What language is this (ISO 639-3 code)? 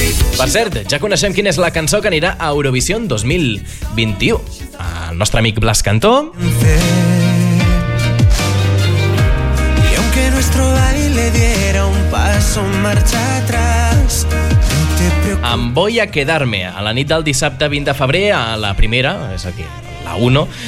cat